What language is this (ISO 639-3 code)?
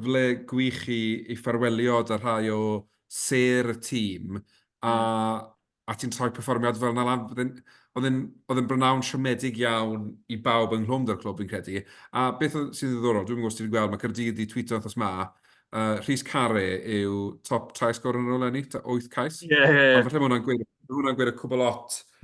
cym